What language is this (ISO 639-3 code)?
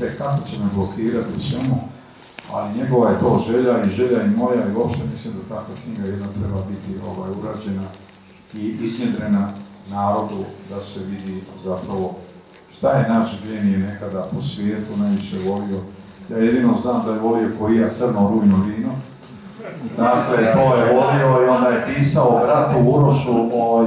hrv